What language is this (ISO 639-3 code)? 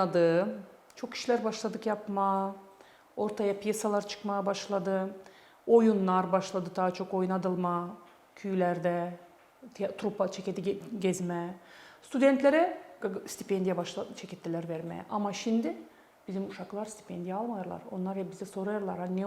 gag